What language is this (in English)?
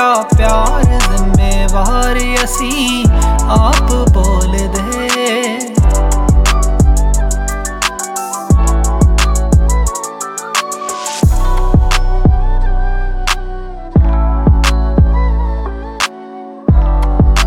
Punjabi